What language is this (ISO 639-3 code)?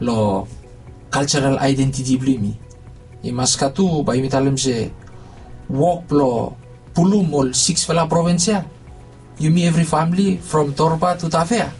bis